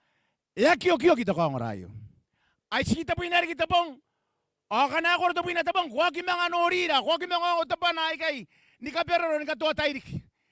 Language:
Gilbertese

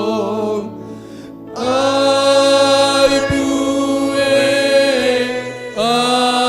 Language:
Batak Simalungun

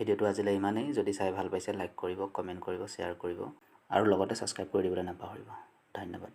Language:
Assamese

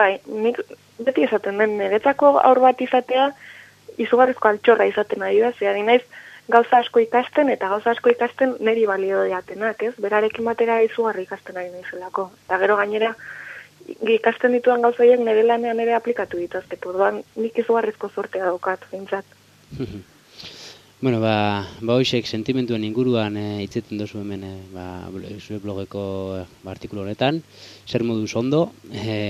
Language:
Basque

